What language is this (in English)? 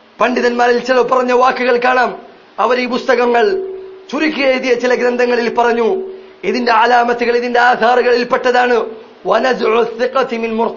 Malayalam